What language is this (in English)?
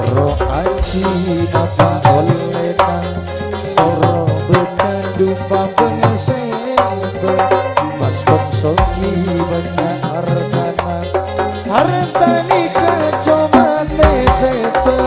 Madurese